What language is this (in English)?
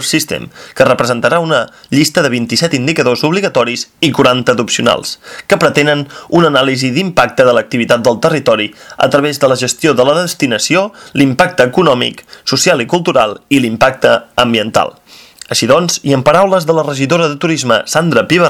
Catalan